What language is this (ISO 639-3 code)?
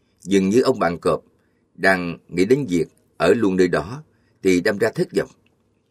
vie